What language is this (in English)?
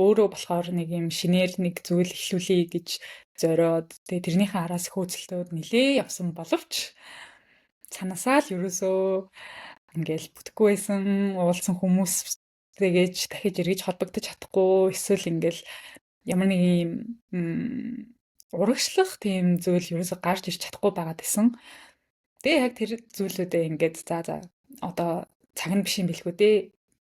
Mongolian